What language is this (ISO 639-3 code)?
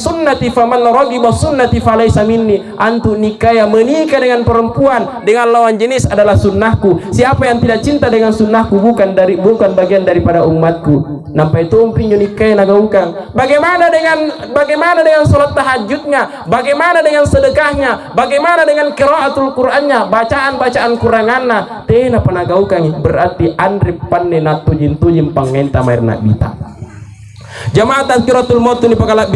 mak